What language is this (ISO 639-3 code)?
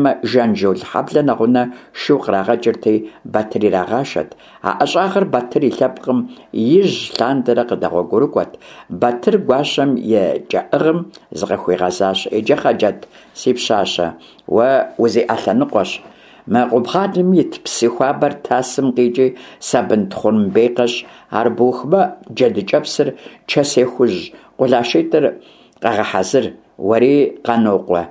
kbd